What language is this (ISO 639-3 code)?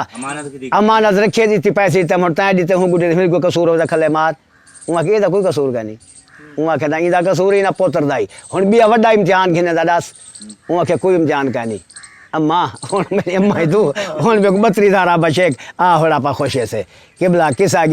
skr